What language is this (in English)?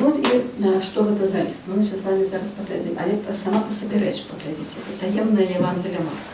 Belarusian